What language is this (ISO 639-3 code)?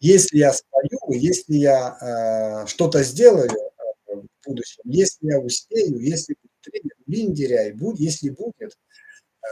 myv